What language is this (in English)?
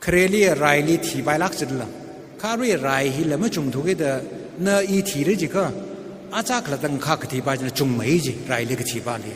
Tangkhul Naga (India)